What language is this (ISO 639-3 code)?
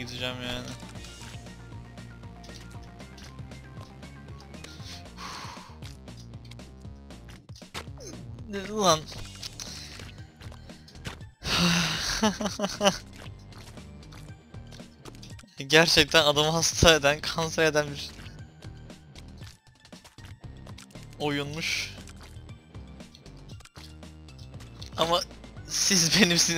tur